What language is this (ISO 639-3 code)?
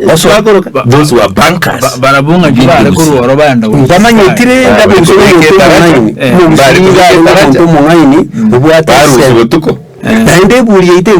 guz